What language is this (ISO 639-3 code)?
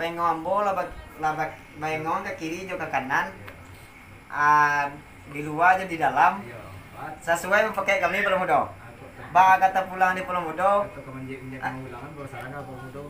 min